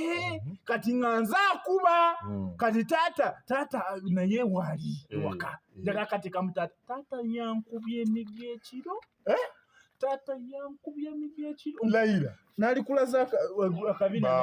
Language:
Ganda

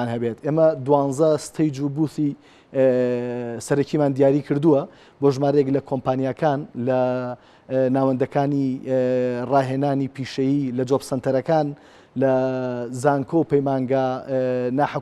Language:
Central Kurdish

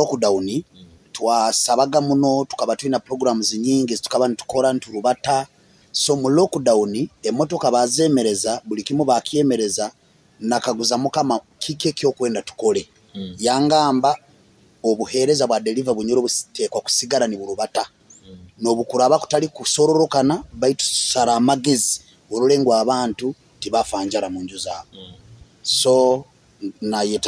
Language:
Nyoro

